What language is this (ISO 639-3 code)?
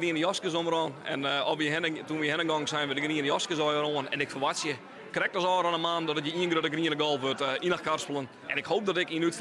fry